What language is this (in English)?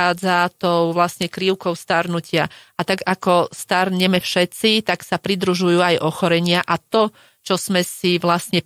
Slovak